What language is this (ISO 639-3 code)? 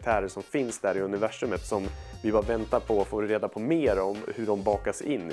swe